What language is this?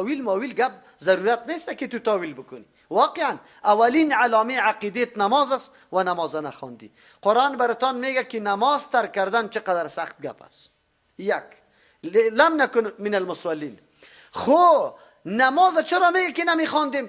Persian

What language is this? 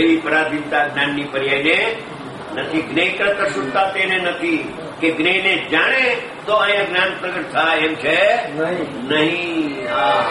Gujarati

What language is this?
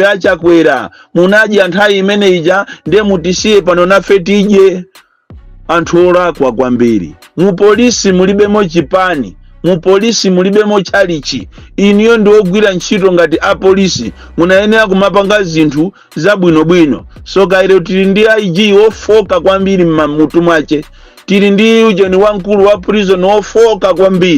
Nyanja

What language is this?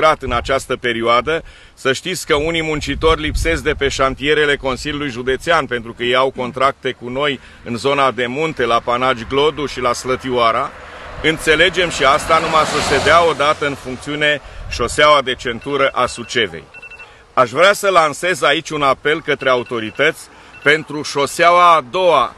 Romanian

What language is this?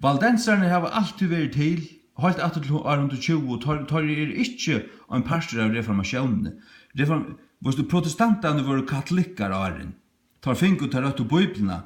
Faroese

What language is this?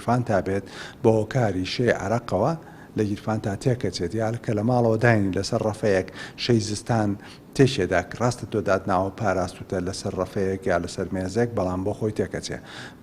Central Kurdish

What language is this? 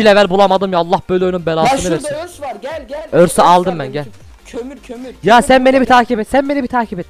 Turkish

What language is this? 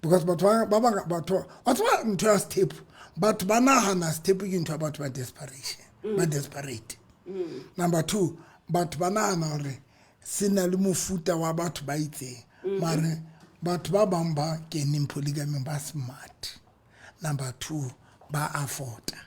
Southern Sotho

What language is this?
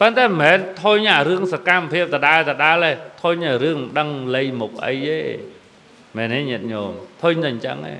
Khmer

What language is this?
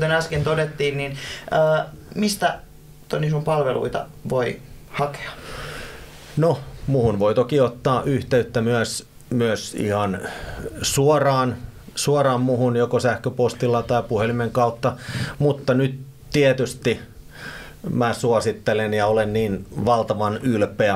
Finnish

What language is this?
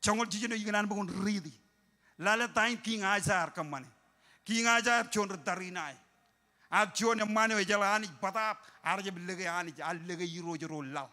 Marshallese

